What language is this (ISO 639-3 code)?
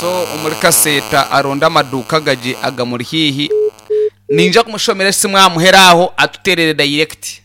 nyn